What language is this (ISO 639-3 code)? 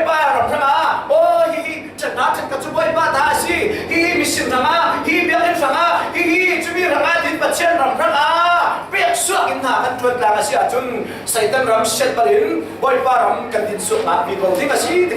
cfm